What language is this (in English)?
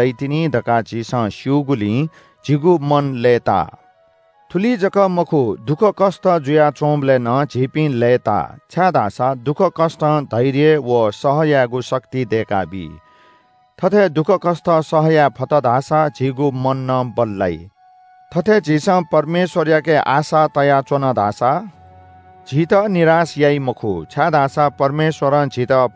Newari